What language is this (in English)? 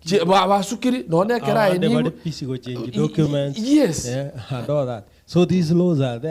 Gusii